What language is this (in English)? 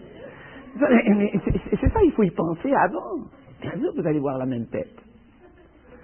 French